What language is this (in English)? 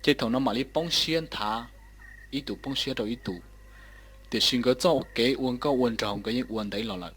Hmong